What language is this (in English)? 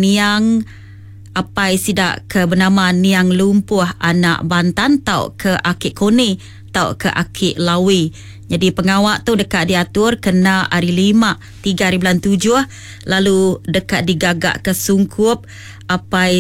Iban